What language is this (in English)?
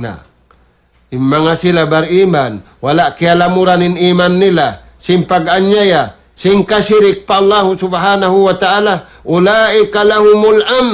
Tausug